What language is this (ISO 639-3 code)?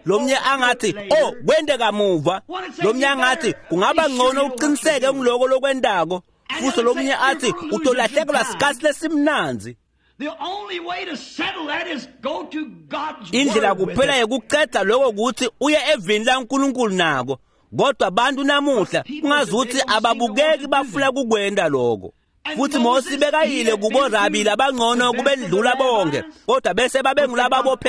ssw